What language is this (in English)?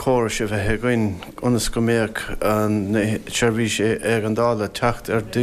Irish